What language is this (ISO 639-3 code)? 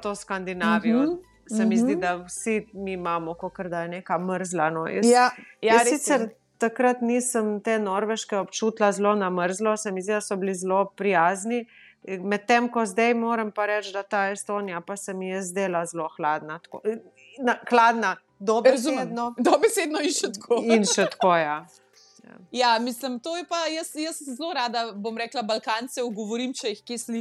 slv